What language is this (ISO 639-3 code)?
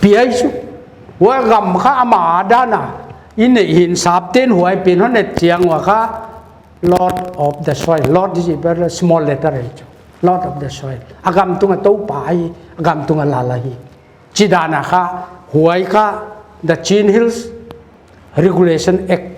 pck